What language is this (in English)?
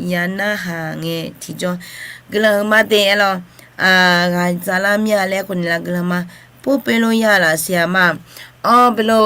Akha